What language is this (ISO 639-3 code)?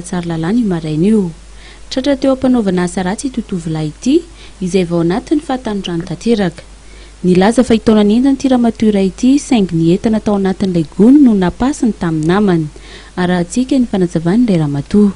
mlg